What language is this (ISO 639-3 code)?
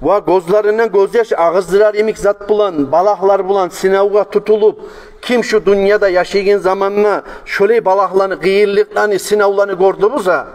kum